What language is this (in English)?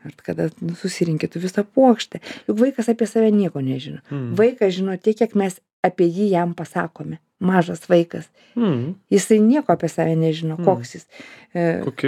Lithuanian